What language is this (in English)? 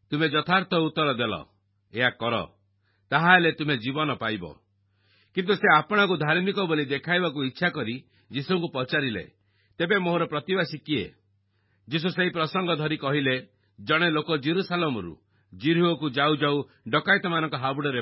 Odia